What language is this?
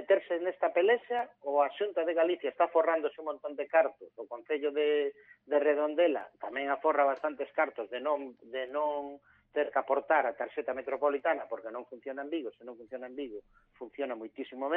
Galician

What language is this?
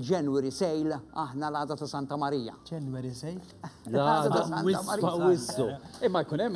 Maltese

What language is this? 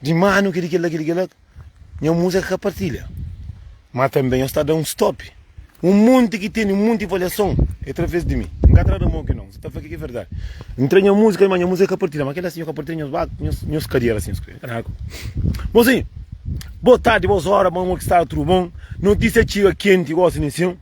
Kabuverdianu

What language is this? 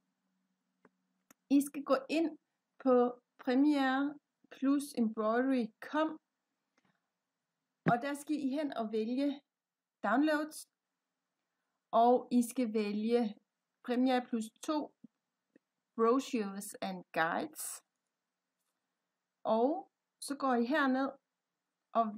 Danish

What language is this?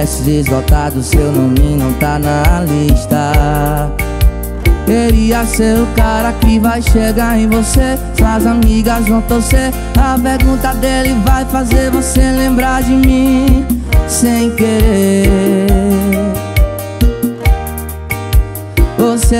Portuguese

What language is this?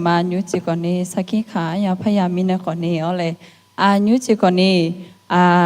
Akha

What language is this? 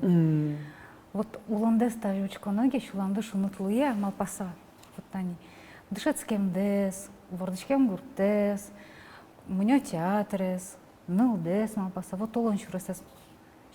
Udmurt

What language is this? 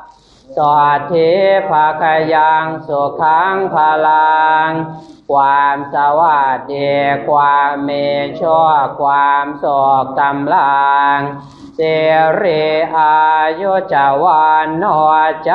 Pali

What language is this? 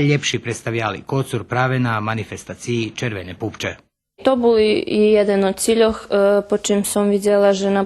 Rusyn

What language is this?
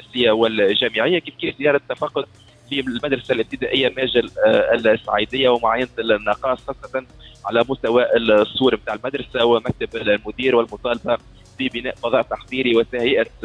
Tunisian Arabic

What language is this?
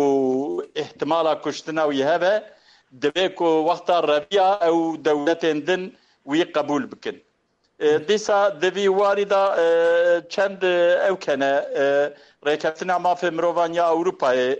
Kurdish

